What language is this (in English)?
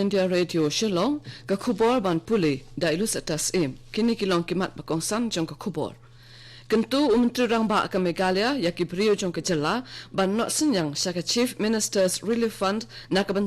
Khasi